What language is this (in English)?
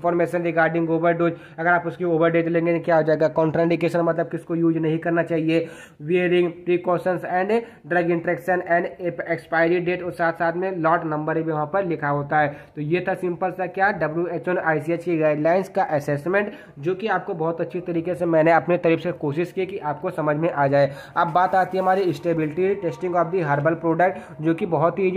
Hindi